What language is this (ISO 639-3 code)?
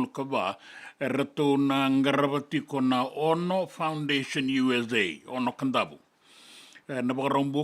fij